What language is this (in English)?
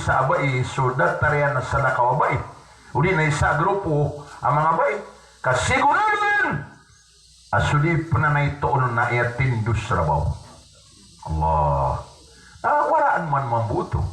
Maranao